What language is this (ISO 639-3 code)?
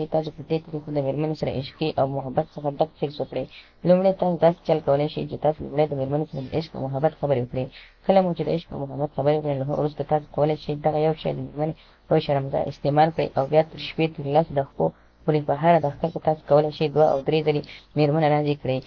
pus